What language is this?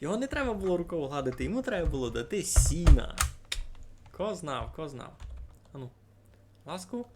Rusyn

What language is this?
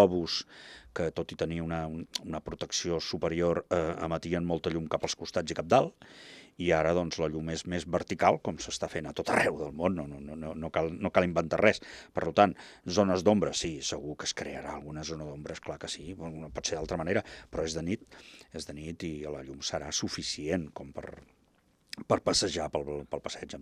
Catalan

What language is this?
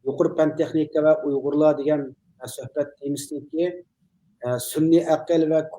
Uyghur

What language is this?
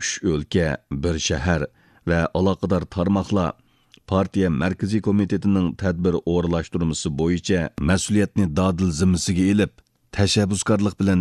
Uyghur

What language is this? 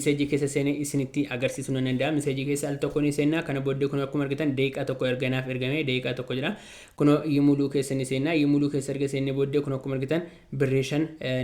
Oromo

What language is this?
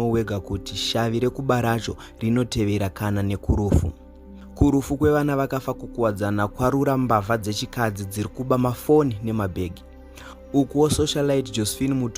Shona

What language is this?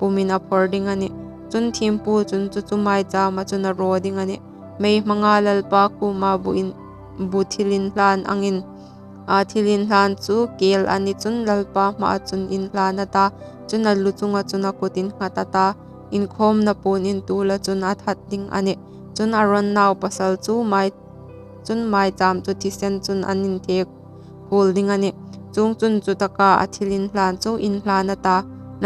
Hmar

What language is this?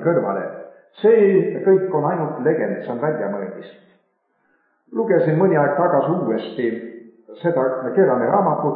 Estonian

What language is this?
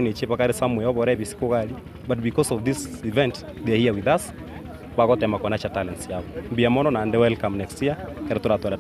Gusii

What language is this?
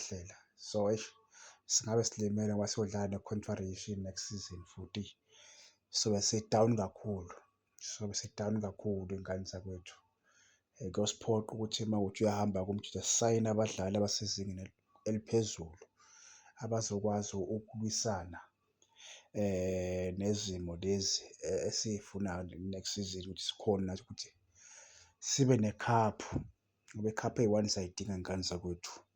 Zulu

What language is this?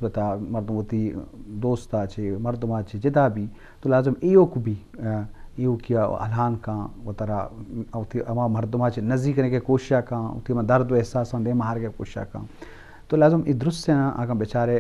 Eastern Balochi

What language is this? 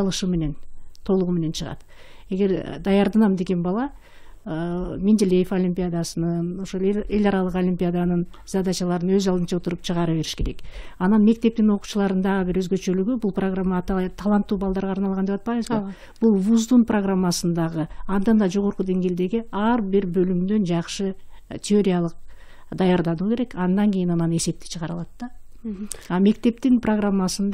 Kyrgyz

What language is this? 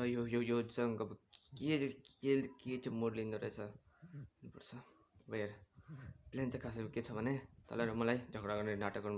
Nepali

